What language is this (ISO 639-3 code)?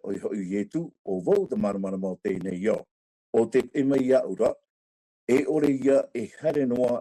tah